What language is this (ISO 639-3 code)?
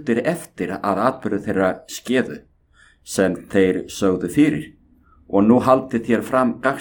isl